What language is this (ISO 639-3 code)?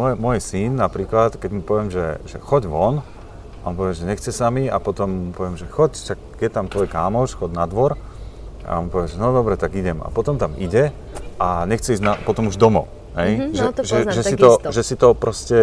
slk